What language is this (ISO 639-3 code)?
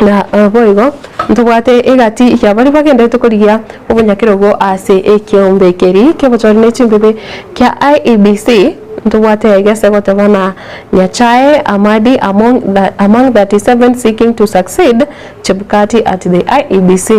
guz